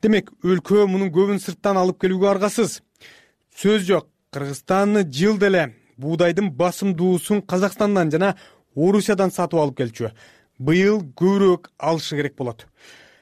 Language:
Kyrgyz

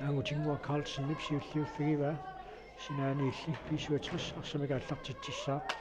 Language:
Kalaallisut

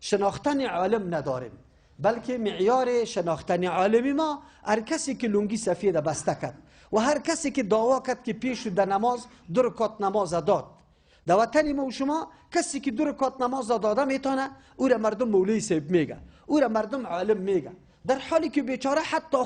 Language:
Persian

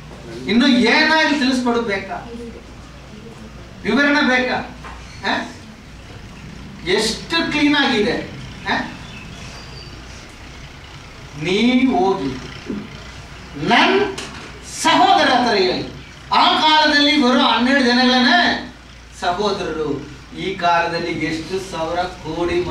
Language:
Kannada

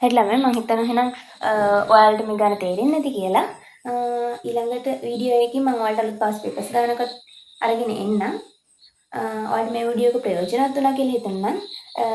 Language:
Sinhala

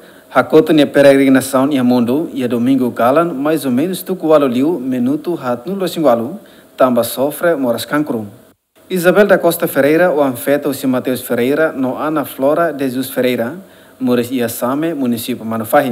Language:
Tetum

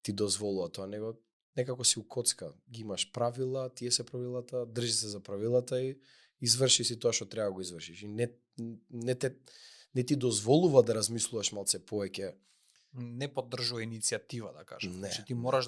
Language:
Macedonian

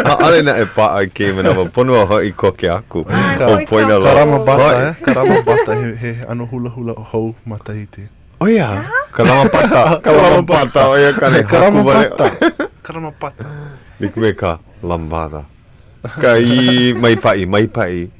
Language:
Hawaiian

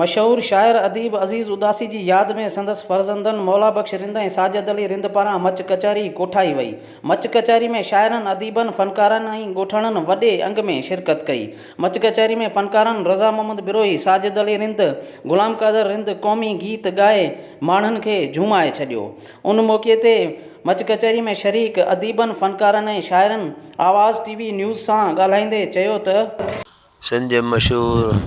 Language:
Sindhi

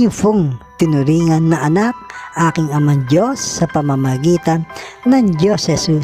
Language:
Filipino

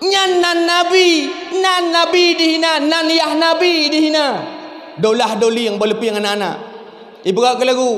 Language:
Achinese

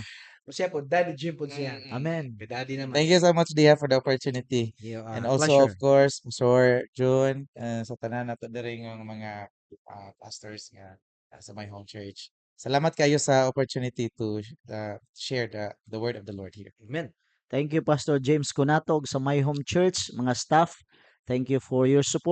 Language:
Cebuano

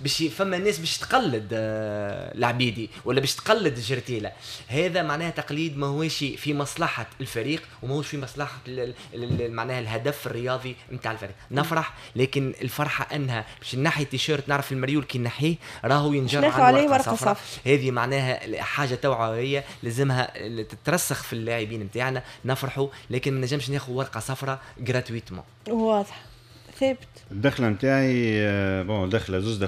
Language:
Tunisian Arabic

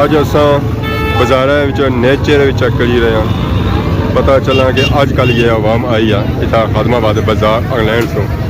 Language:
Pahari-Potwari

